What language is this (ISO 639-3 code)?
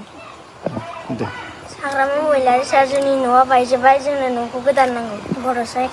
brx